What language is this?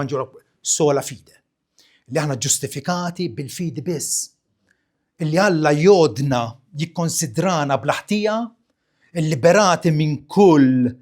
Maltese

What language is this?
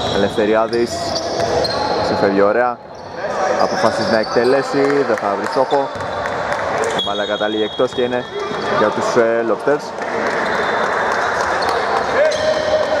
Greek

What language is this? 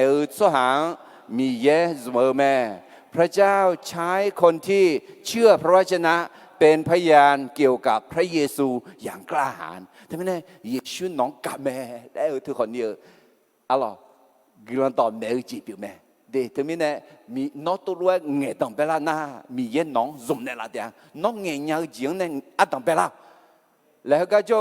Akha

